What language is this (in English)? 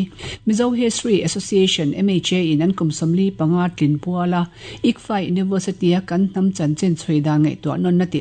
Mizo